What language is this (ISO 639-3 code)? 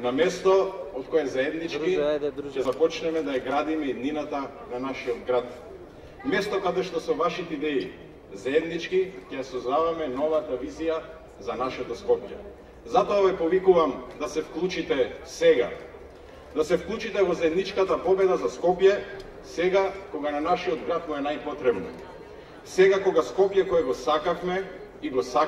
mkd